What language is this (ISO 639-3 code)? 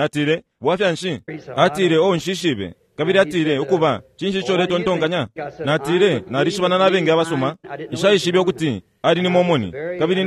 bem